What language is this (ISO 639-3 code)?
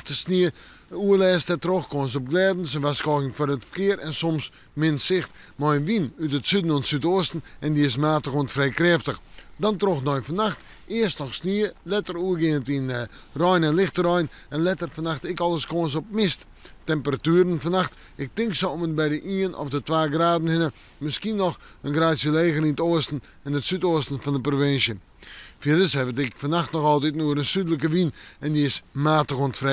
fry